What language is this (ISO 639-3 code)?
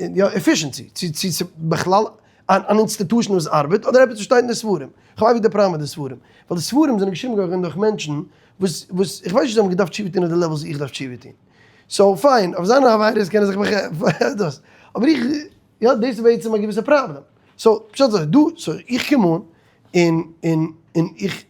yid